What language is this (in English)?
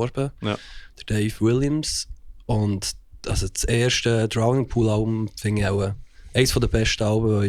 Swiss German